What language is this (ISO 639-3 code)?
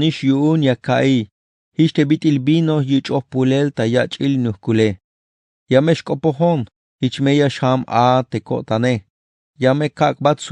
tzh